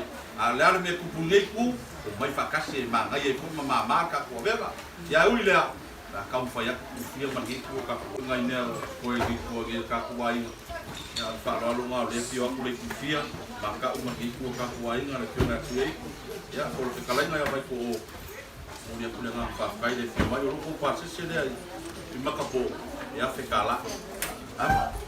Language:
Samoan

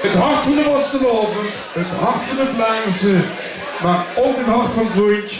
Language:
Limburgish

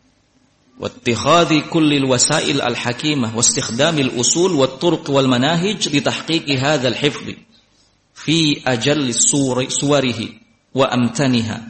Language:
Indonesian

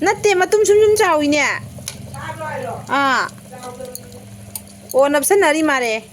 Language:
Manipuri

